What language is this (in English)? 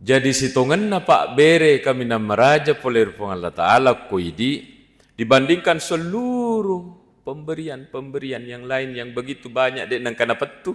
Buginese